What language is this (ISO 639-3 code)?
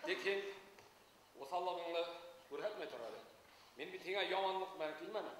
bak